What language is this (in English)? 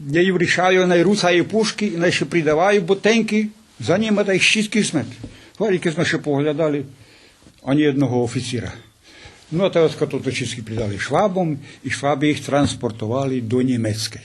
Rusyn